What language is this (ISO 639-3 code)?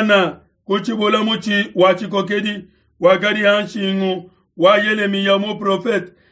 lua